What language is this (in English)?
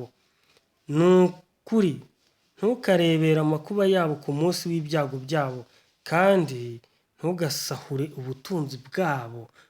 Kinyarwanda